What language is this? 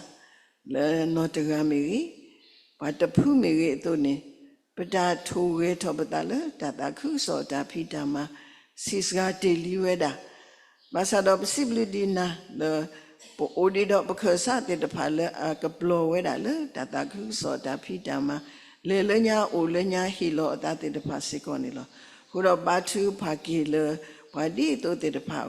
S'gaw Karen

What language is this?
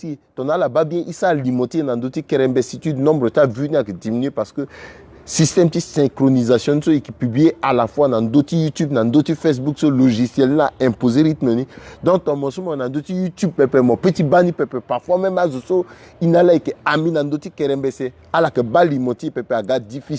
Sango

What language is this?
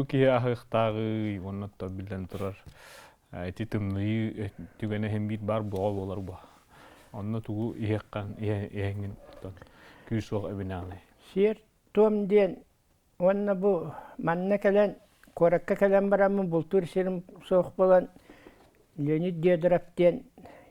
Yakut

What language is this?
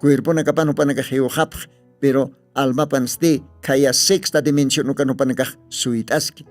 Aymara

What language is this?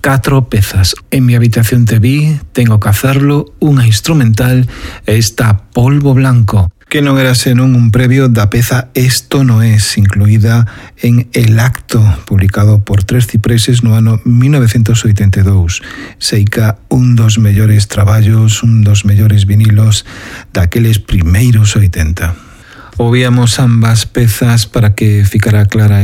Galician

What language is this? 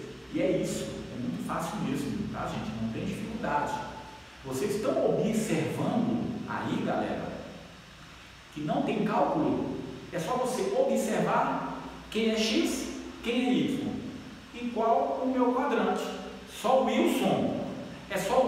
Portuguese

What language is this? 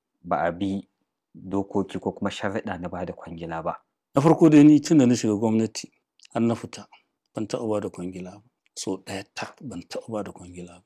Hausa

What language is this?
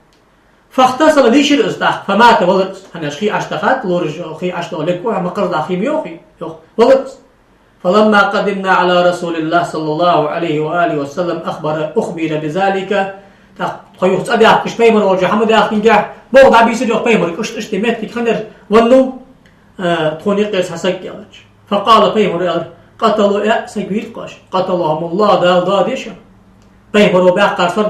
Ingush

